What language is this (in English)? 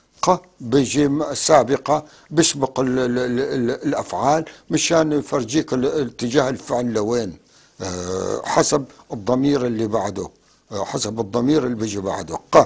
North Levantine Arabic